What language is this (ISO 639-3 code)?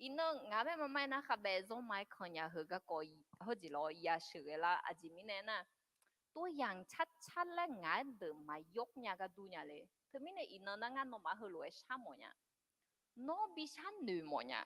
ahk